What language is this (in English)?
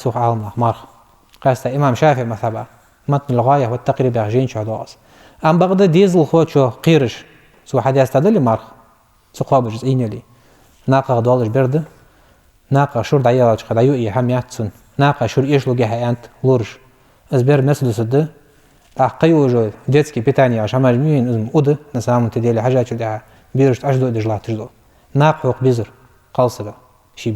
Ingush